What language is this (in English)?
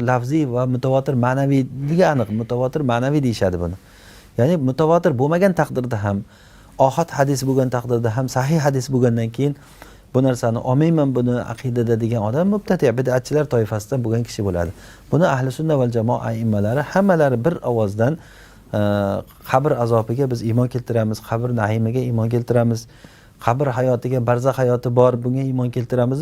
Uzbek